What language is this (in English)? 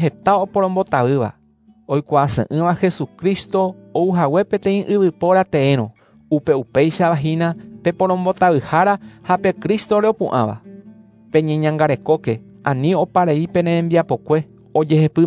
Guarani